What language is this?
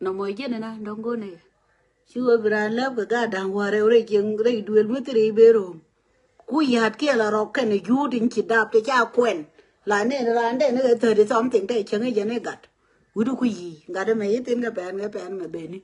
Nuer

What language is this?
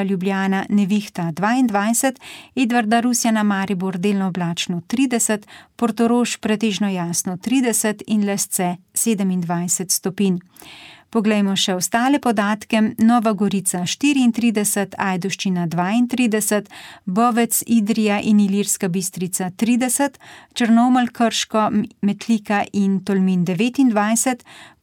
Slovenian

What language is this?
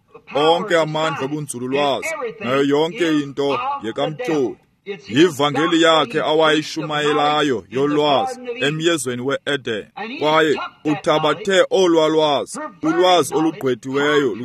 Xhosa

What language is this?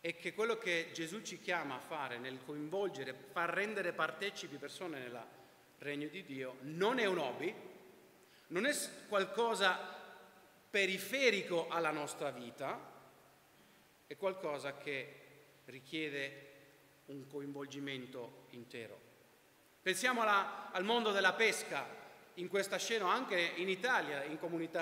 Italian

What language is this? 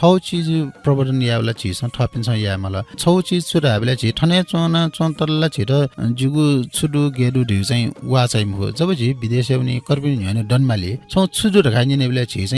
Newari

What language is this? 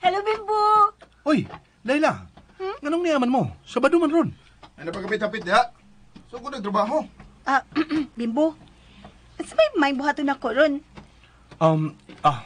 Cebuano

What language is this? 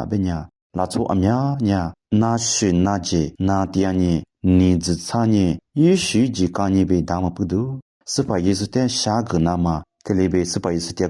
Lisu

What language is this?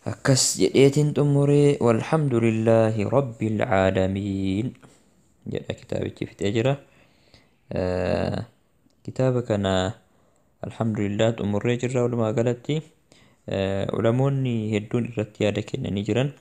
Oromo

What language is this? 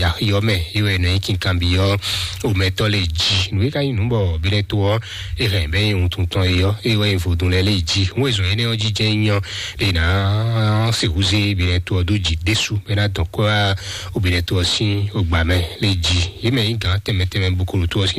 Fon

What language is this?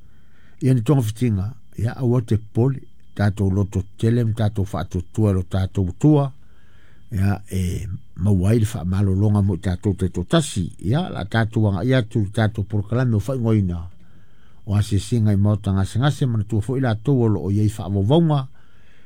Samoan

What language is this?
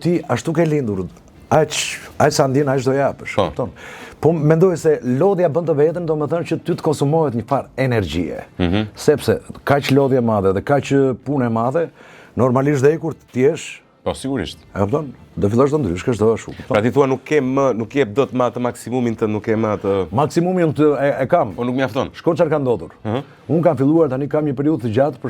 Albanian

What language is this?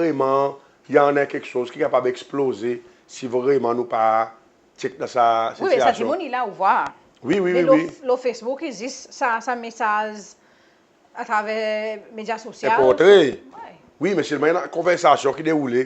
Seselwa Creole French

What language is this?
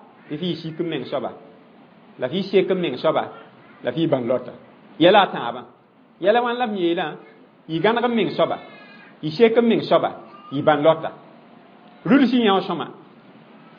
Mossi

